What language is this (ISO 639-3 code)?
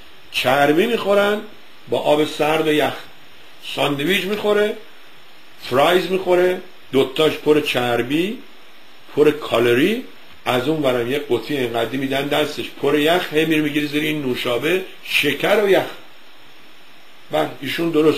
fas